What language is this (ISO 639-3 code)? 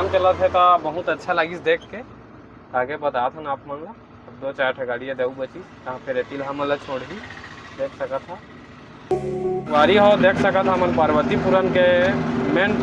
hne